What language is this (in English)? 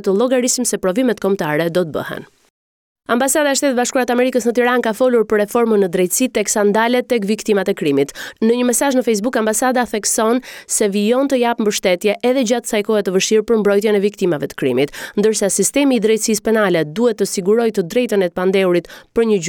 Albanian